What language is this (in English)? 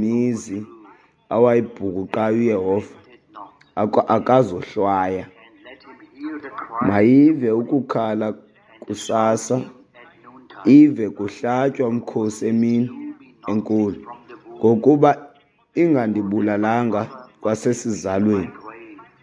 Xhosa